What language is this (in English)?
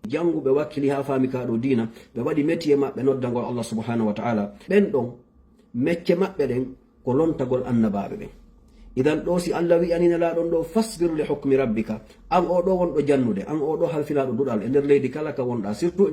Fula